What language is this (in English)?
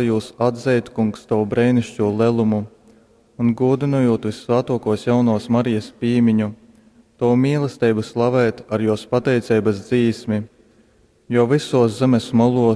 Latgalian